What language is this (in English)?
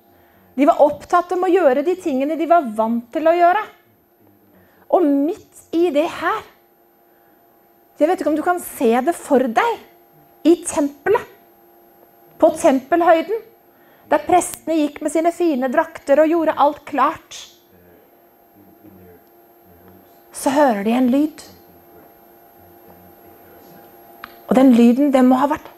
Norwegian